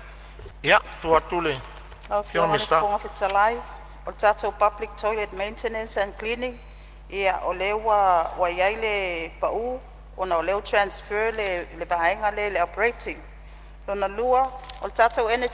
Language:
Samoan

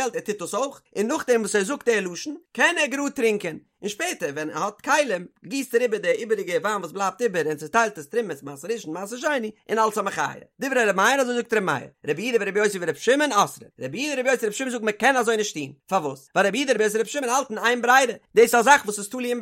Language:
Yiddish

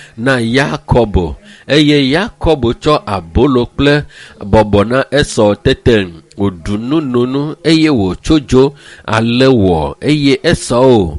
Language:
Ewe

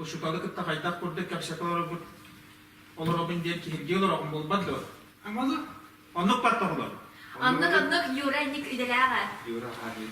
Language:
Yakut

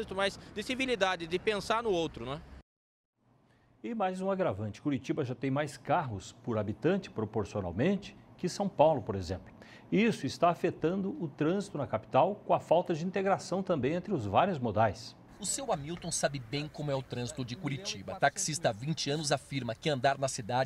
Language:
Portuguese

